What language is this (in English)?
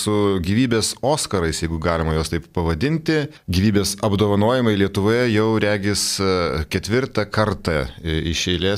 Lithuanian